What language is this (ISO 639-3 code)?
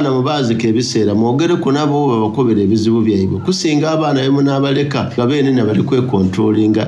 xog